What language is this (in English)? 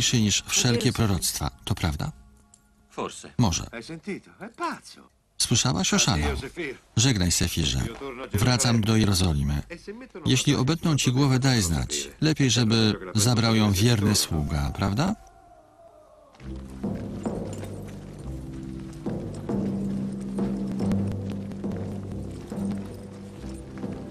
Polish